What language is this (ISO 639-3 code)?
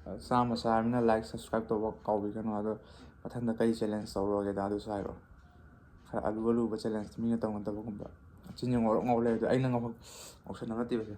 mni